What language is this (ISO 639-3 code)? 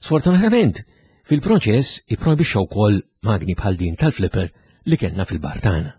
mlt